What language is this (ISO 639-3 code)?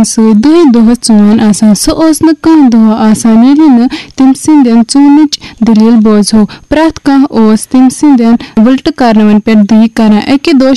kas